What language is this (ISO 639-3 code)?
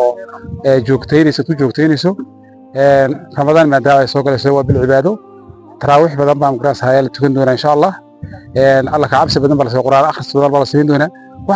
som